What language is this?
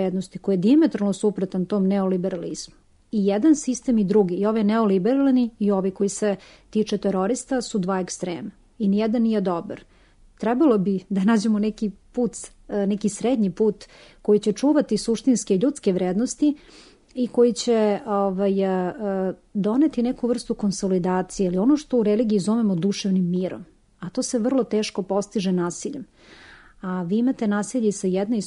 Serbian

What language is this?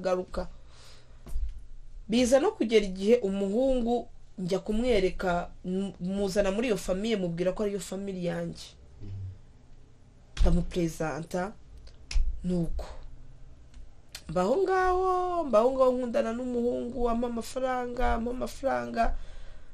Kinyarwanda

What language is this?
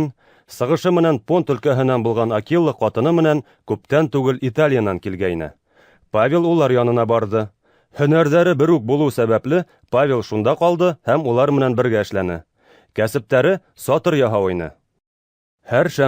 Bashkir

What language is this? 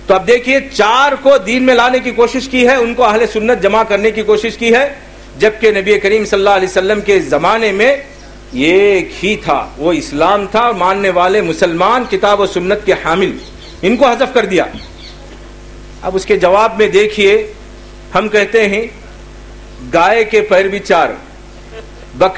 Urdu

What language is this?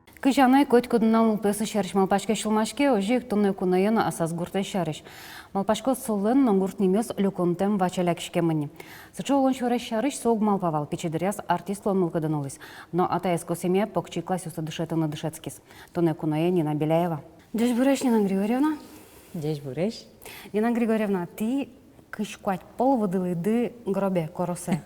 Udmurt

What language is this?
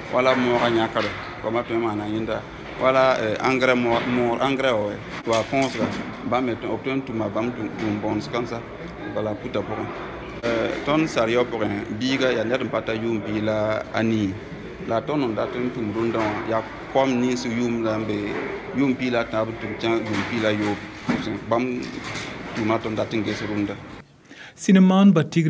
Mossi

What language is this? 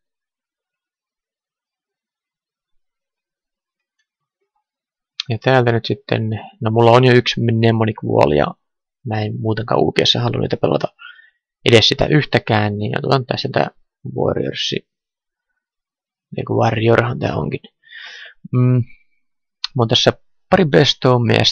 Finnish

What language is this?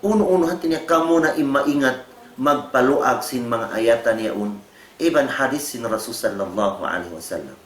Tausug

